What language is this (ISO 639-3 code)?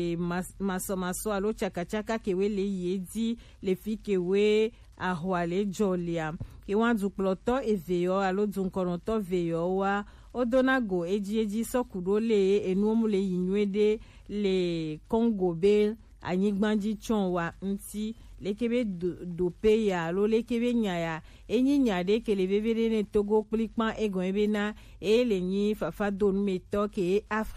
gej